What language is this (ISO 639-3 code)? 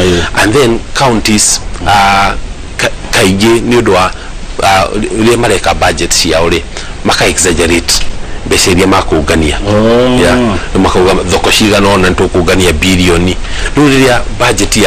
kik